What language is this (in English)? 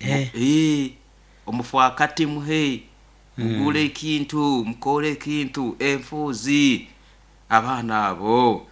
Nyoro